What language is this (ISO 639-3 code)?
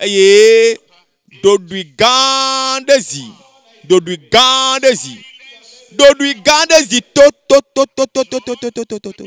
ewe